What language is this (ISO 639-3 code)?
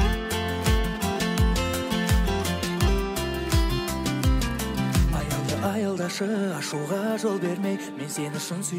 kaz